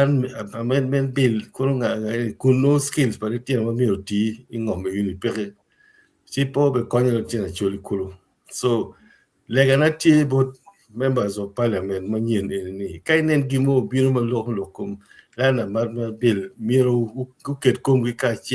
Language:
Acoli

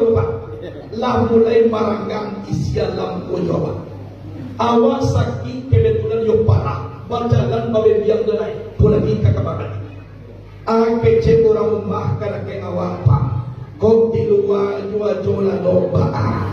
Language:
Minangkabau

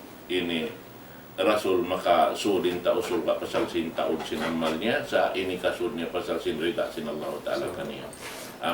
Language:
Tausug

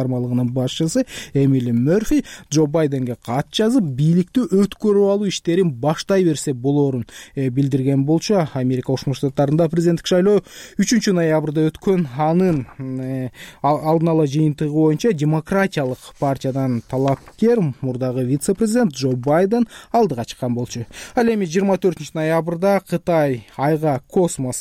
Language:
Kyrgyz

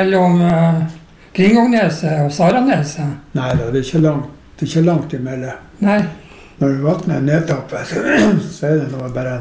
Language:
Norwegian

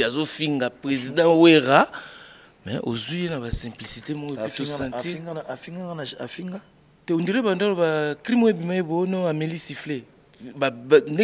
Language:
Lingala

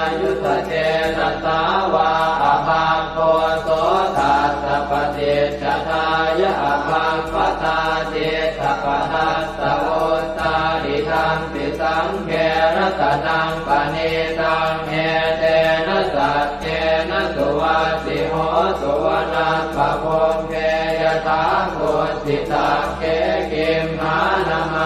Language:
Pali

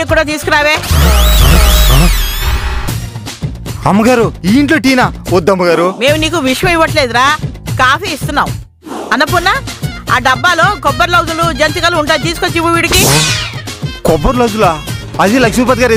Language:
Telugu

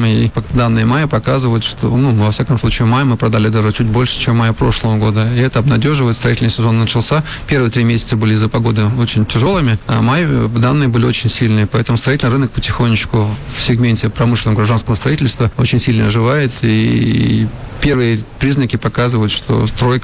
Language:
Russian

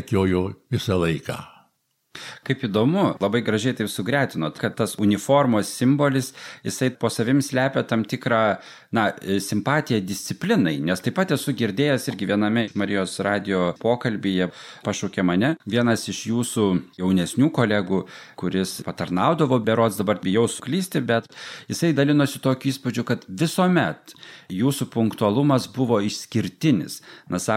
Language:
Lithuanian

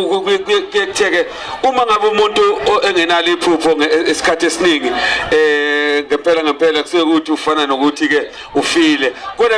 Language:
Zulu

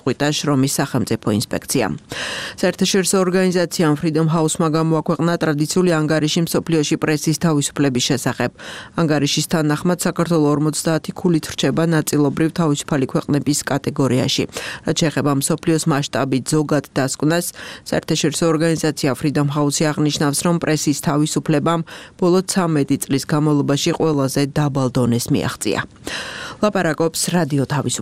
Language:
Georgian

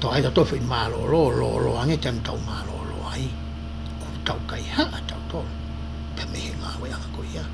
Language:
Tongan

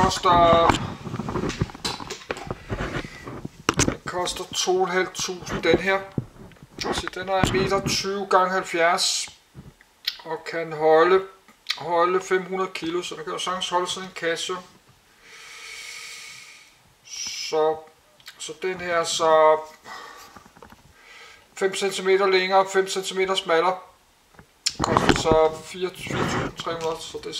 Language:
Danish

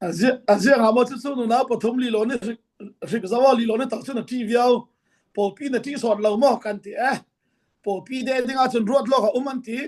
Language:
Falam Chin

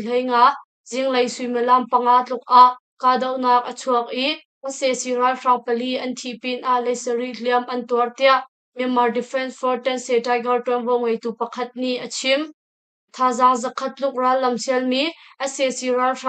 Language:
Hakha Chin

